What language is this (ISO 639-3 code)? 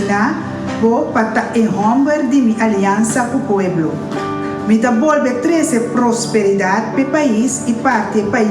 pap